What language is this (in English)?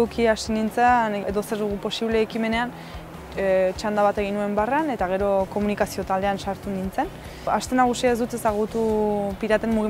Basque